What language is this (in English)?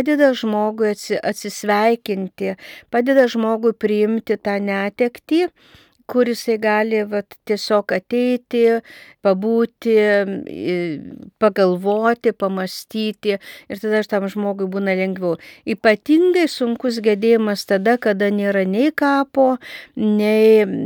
Lithuanian